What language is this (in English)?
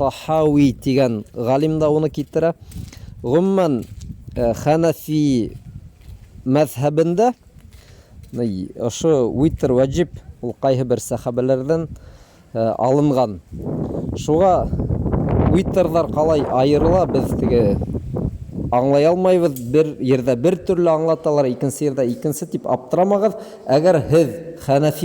Bashkir